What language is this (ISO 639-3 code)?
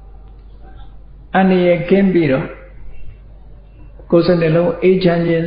mya